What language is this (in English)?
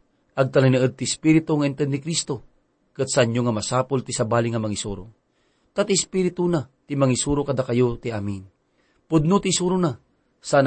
Iloko